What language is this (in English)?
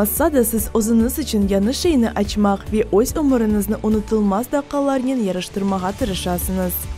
Crimean Tatar